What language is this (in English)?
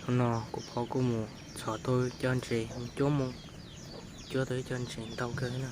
Hmong